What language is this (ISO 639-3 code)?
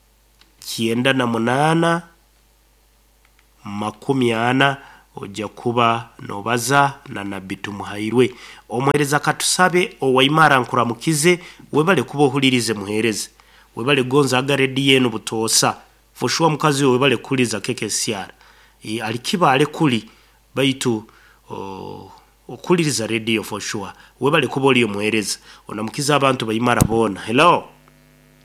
nyo